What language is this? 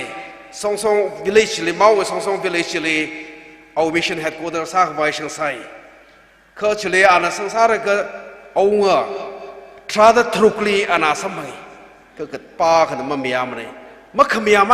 Tangkhul Naga (India)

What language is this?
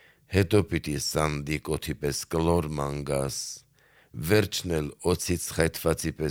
Armenian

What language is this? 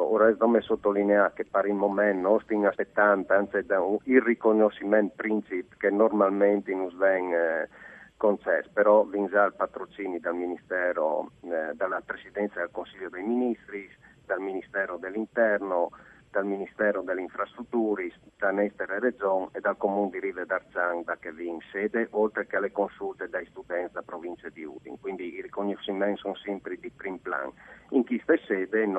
Friulian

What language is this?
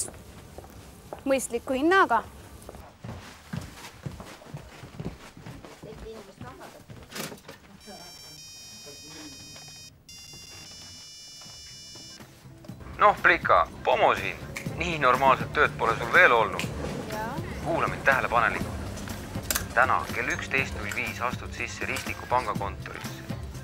Estonian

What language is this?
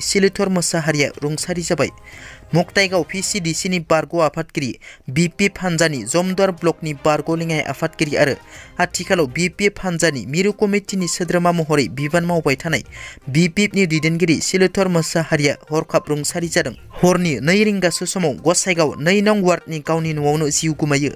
Bodo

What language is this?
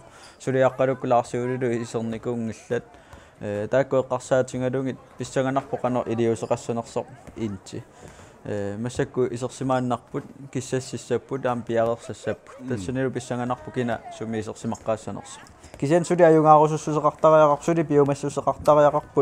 Kalaallisut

